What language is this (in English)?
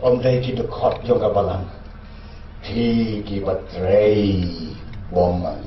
Khasi